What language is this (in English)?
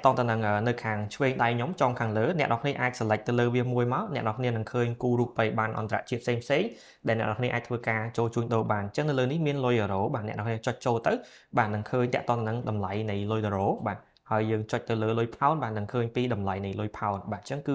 Khmer